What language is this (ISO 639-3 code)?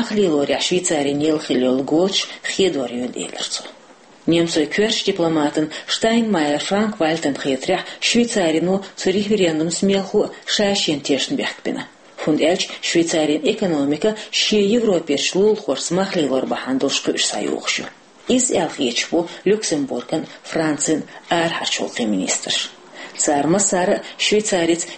che